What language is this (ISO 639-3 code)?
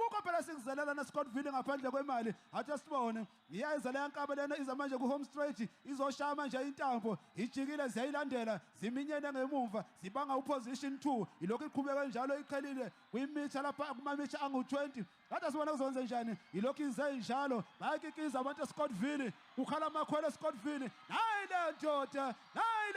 zul